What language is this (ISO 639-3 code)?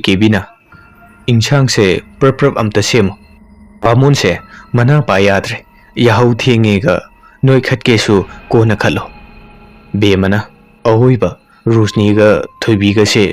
mni